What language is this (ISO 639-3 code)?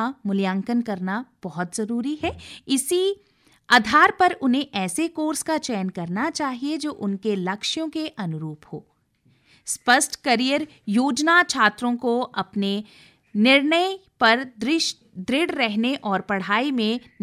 hin